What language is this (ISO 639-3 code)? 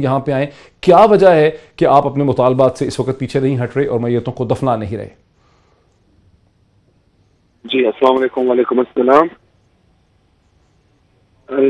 urd